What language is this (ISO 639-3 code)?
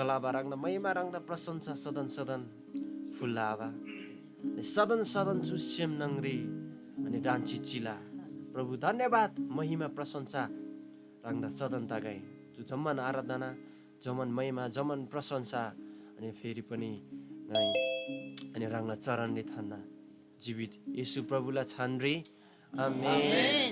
taj